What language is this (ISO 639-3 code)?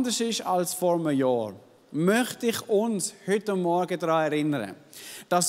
gsw